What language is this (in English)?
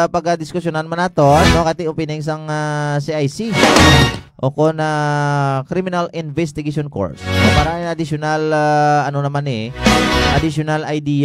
Hiligaynon